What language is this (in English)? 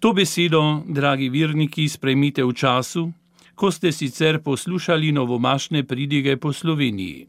Slovenian